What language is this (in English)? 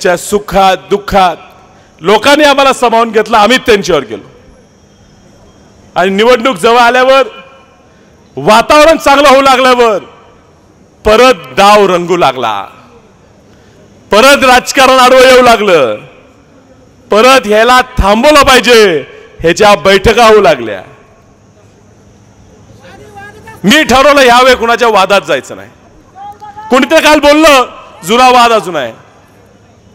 Marathi